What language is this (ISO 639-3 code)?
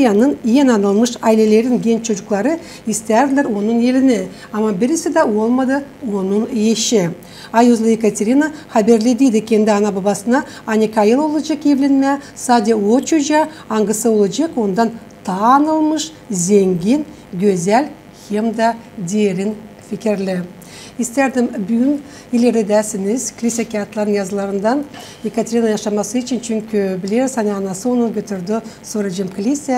gag